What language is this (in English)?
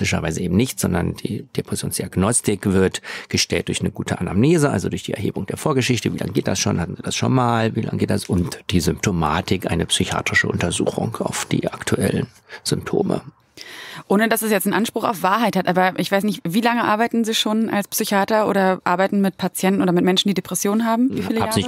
German